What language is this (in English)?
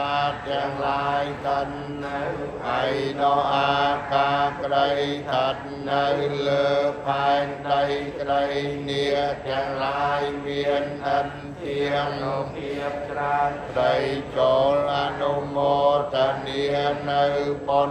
Khmer